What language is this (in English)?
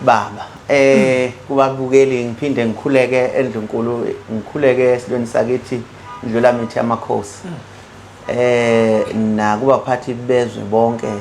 Zulu